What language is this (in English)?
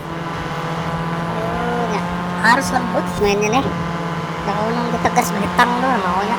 Banjar